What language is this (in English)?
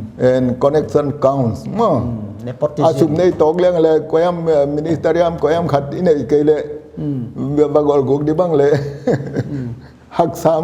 Paite Chin